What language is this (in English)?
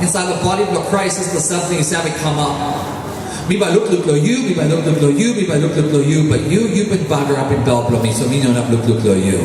Tok Pisin